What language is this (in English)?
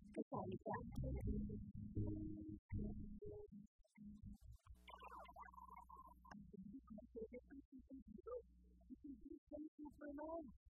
Filipino